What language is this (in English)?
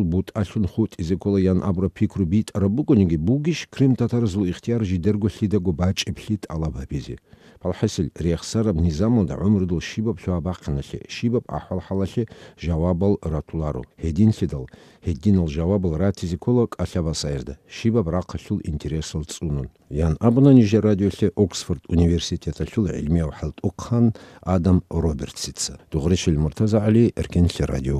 Avaric